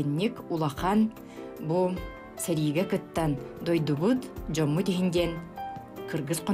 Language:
Yakut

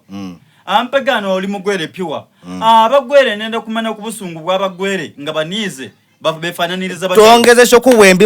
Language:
Soga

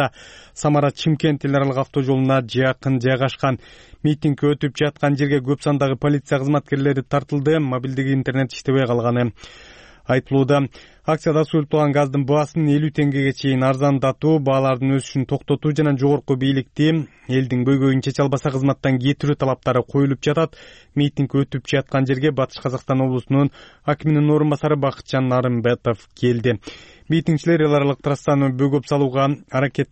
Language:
Kyrgyz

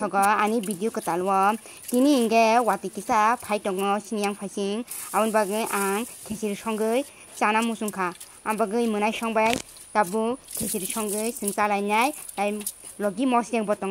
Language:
Kok Borok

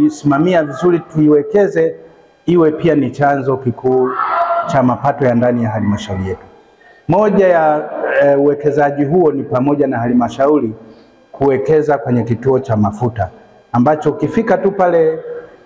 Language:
Swahili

